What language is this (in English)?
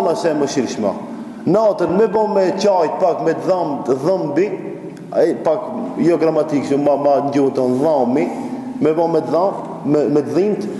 Albanian